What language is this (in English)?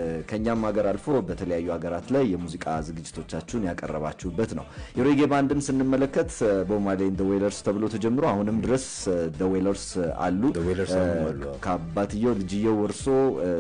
Amharic